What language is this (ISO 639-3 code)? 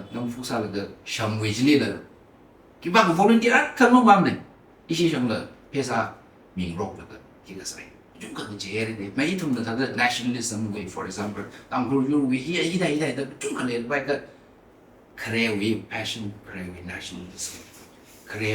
nmf